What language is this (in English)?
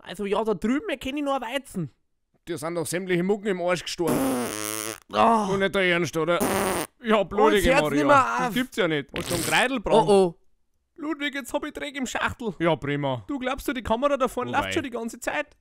Bavarian